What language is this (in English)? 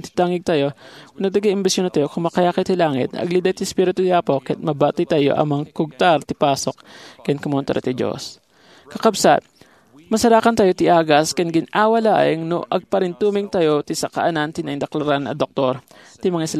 Iloko